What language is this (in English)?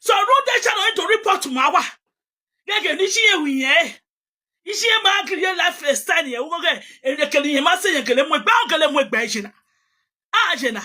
Nigerian Pidgin